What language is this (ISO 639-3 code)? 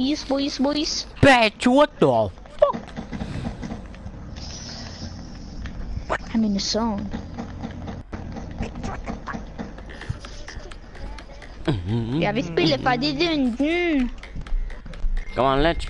nor